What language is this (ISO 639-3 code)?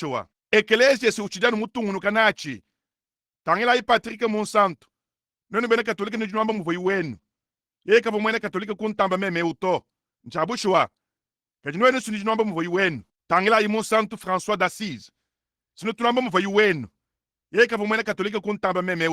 lua